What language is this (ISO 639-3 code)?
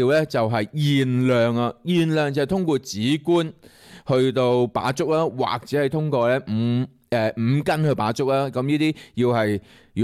yue